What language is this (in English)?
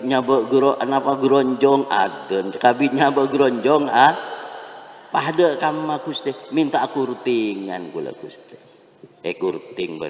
Madurese